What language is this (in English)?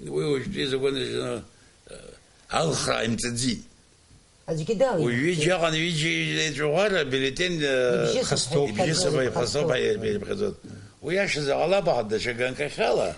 Abkhazian